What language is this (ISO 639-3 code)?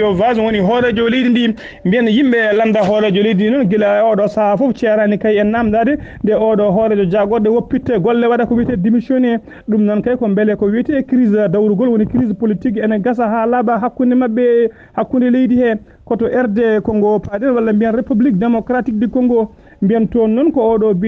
ful